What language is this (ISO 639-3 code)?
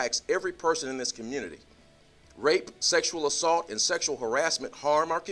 eng